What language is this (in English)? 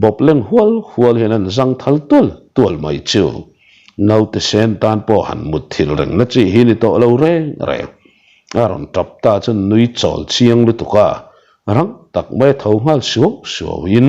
Mizo